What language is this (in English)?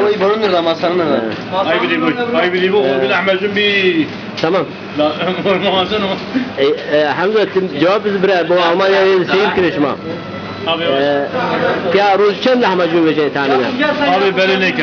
Zaza